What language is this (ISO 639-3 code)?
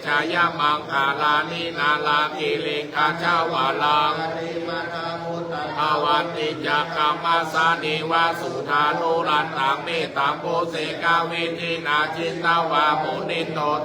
pli